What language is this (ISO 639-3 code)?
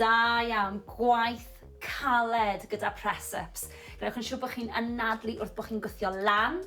cym